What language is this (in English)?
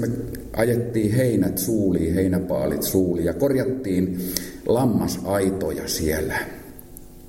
Finnish